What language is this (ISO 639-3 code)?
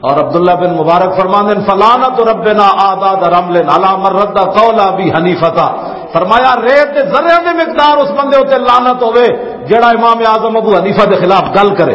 lah